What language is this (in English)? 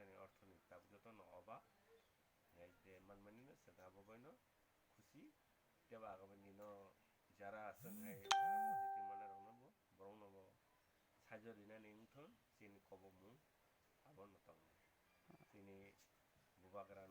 Kok Borok